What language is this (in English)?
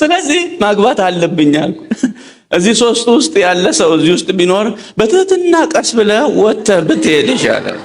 Amharic